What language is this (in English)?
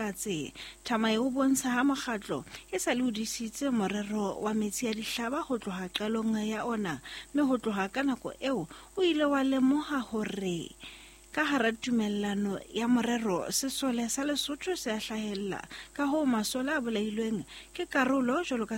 Southern Sotho